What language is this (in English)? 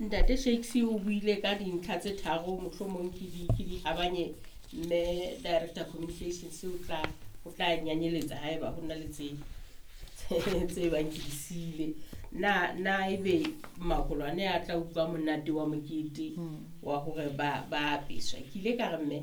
Southern Sotho